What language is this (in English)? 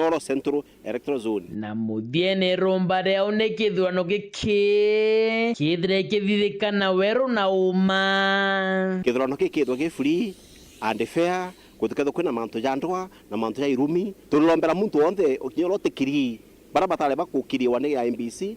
Meru